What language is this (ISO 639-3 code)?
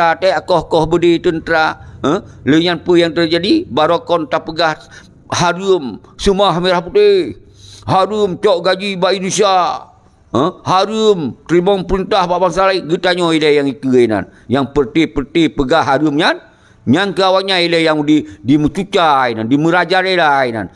ace